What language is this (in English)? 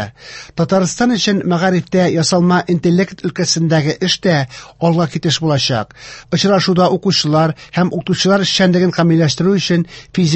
Tatar